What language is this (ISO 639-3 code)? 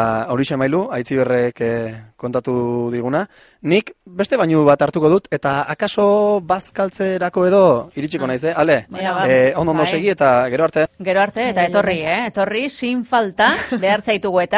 eus